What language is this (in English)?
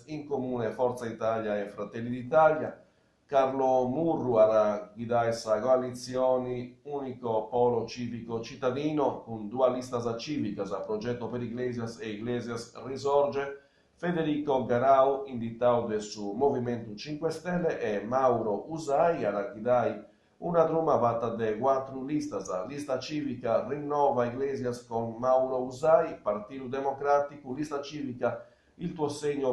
Sardinian